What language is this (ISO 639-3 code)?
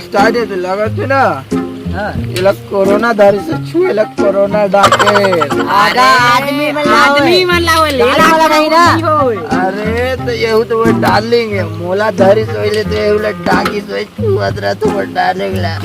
hne